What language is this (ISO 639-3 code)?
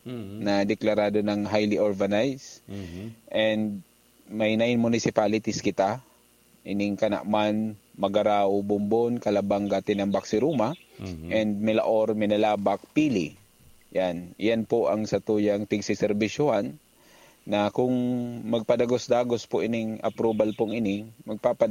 bik